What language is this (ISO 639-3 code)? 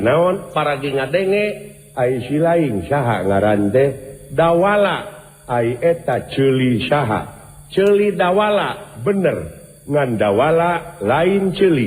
sun